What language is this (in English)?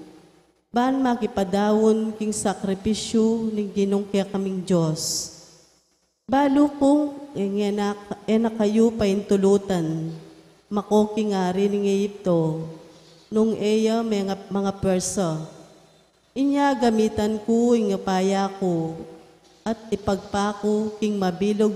Pampanga